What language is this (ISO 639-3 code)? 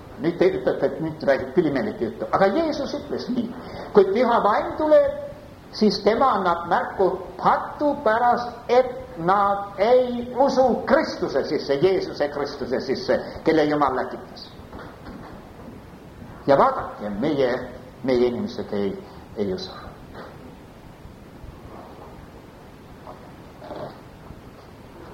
est